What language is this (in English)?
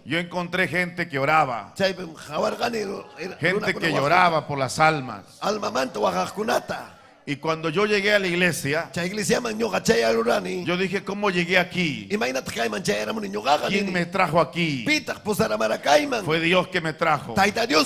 Ayacucho Quechua